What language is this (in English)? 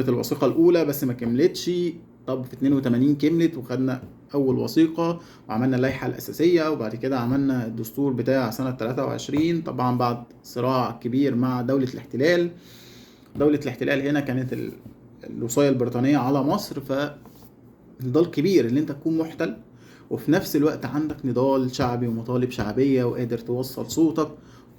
Egyptian Arabic